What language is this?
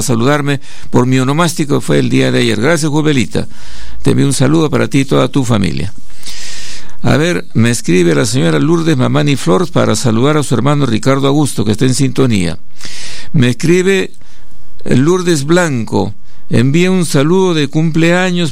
Spanish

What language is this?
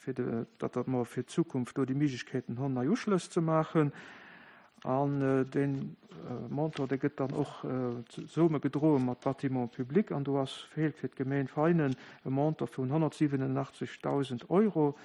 Luxembourgish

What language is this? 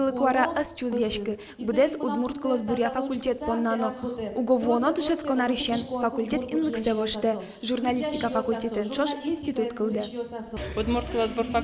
Udmurt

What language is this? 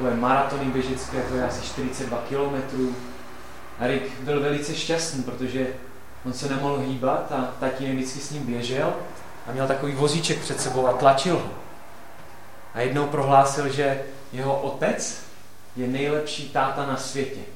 Czech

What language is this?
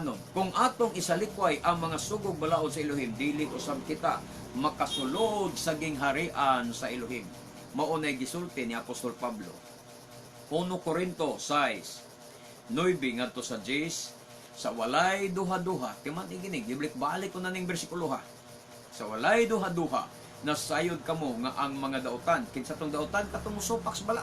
Cebuano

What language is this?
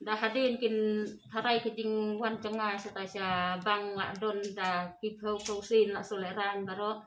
Khasi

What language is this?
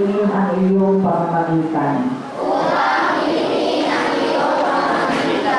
Filipino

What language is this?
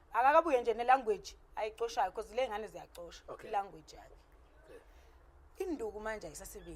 Zulu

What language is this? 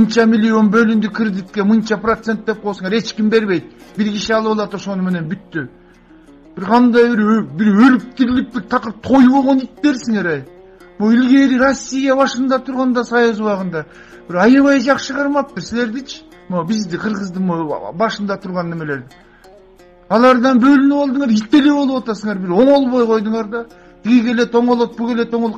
Kyrgyz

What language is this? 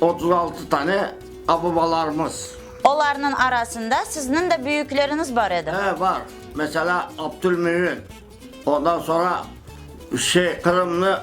Crimean Tatar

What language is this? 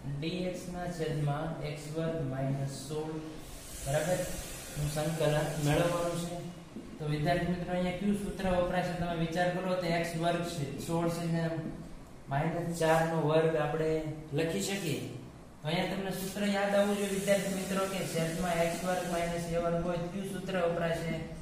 Gujarati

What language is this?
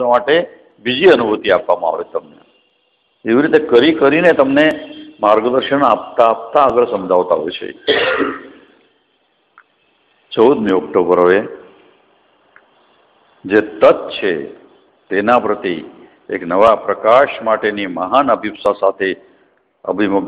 Gujarati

